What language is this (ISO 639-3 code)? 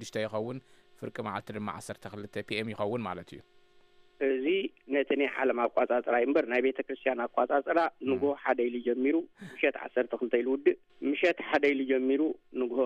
tir